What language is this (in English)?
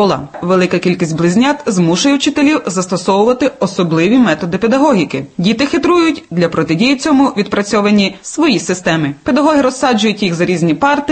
Ukrainian